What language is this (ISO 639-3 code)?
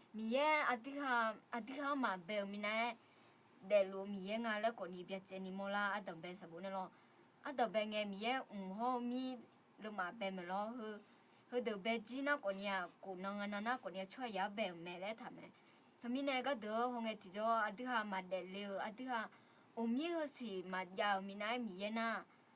ahk